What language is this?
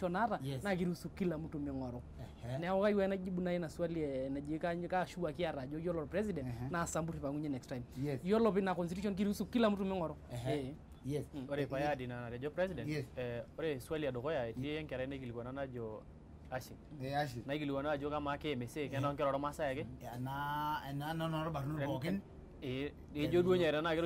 Masai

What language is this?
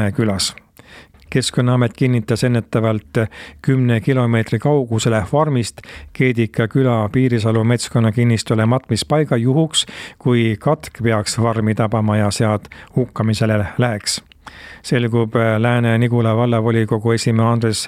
Estonian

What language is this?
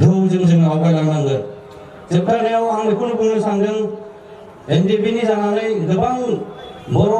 Bodo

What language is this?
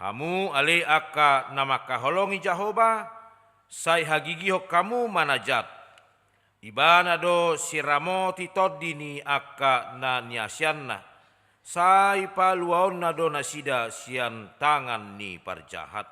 Batak Toba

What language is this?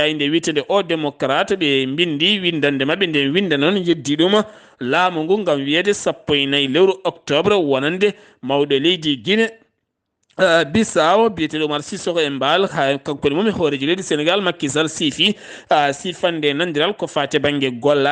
Fula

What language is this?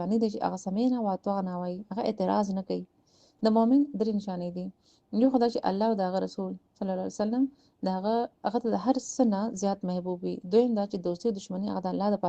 Pashto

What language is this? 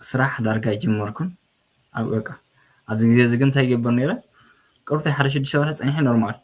Tigrinya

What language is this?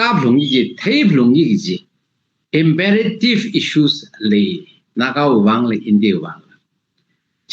Tangkhul Naga (India)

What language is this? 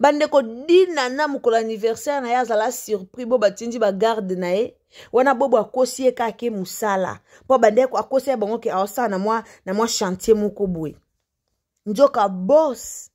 Lingala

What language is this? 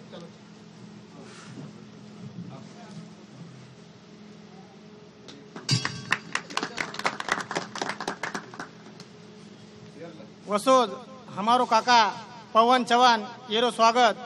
Lambadi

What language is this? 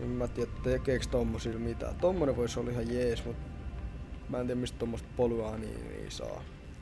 Finnish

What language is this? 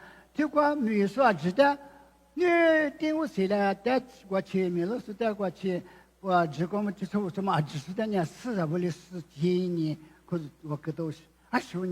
Lisu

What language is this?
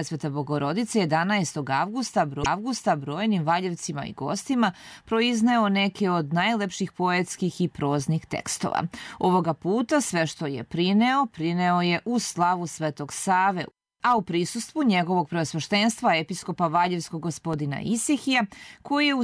Serbian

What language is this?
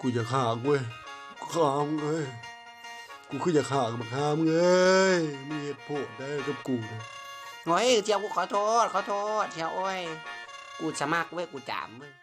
Lao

